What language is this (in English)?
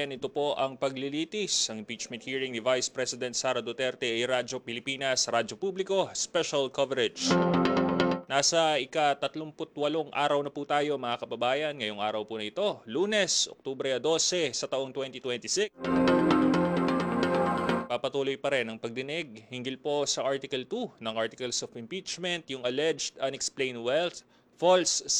Filipino